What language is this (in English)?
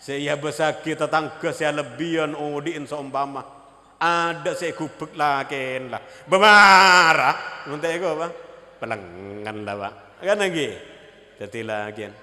Madurese